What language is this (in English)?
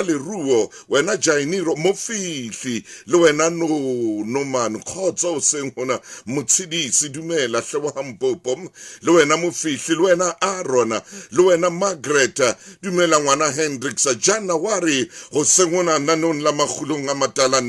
Southern Sotho